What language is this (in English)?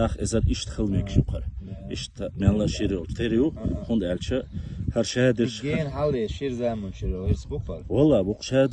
Chechen